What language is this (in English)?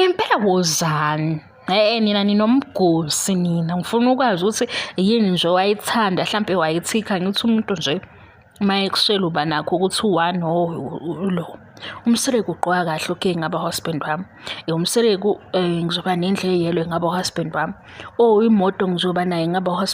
Zulu